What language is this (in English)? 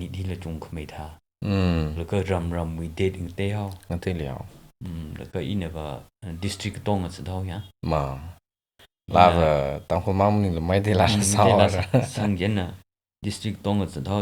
Tangkhul Naga (India)